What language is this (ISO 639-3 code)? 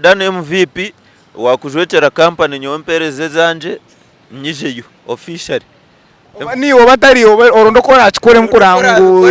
nyn